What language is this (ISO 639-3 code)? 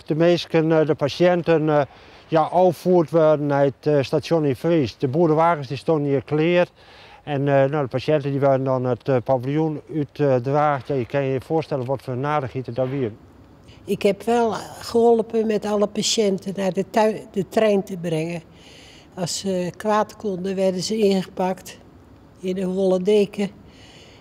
fry